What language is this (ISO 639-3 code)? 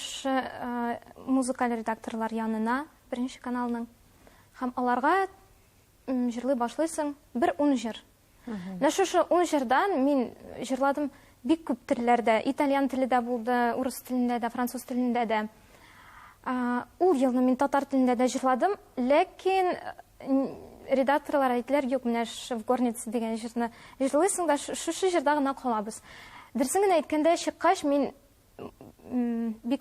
tat